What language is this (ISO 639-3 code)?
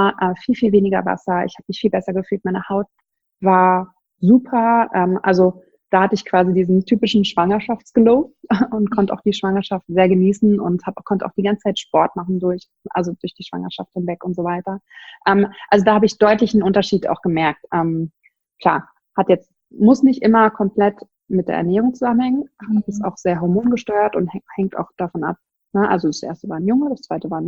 deu